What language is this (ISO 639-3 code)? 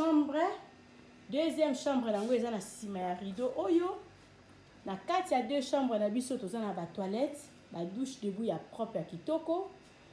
lin